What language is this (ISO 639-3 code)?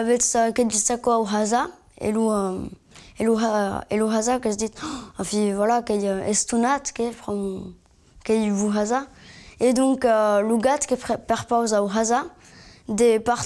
oci